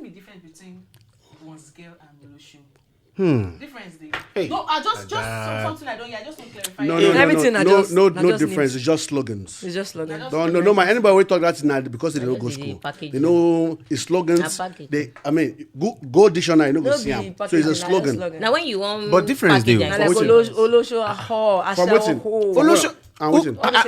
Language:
Nigerian Pidgin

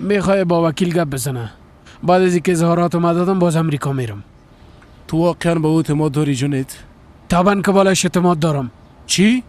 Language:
Persian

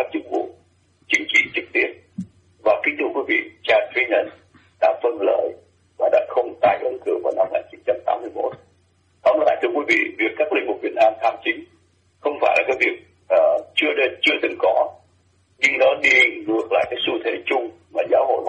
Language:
Vietnamese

